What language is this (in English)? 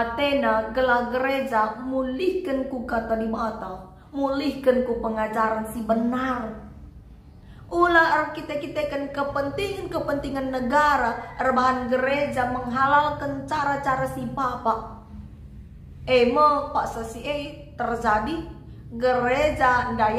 Batak Karo